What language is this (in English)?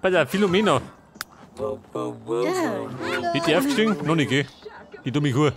Bavarian